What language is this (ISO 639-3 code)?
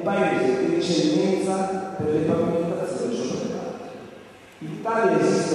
ita